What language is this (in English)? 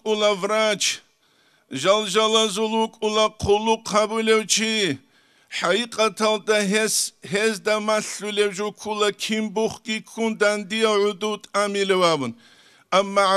Avaric